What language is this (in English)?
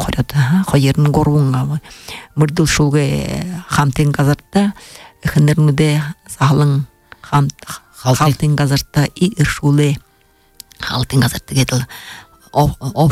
Buriat